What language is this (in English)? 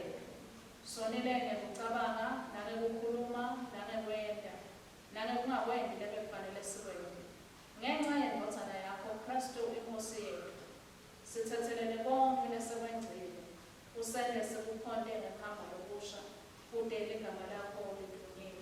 Swati